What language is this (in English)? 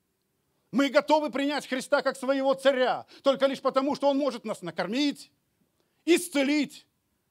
Russian